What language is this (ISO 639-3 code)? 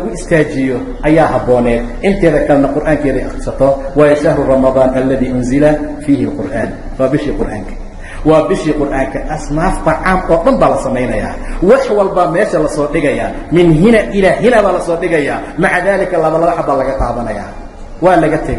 som